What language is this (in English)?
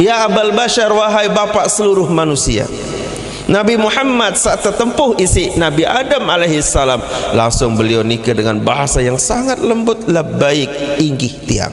Sasak